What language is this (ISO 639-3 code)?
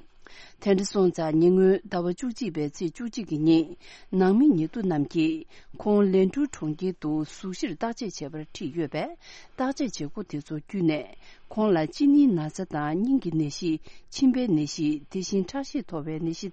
bod